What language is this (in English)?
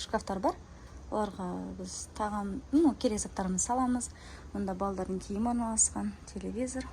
Kazakh